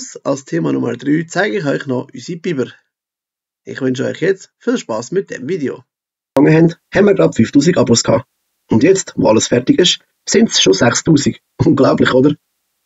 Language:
Swiss German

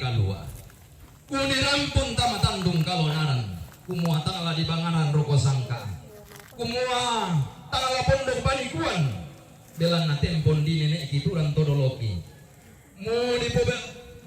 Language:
Toraja-Sa'dan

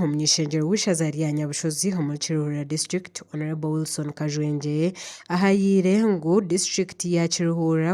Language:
Nyankole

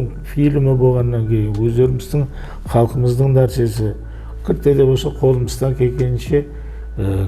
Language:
Kara-Kalpak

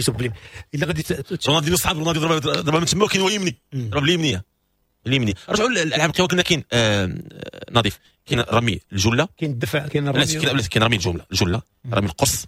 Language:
Moroccan Arabic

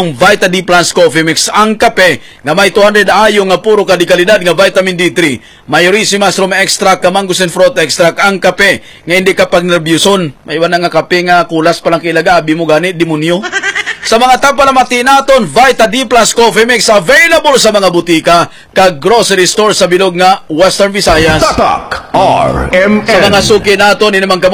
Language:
Hiligaynon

